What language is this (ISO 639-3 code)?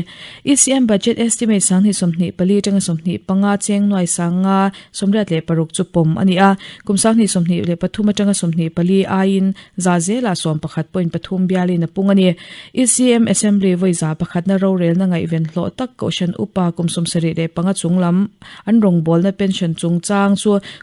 lus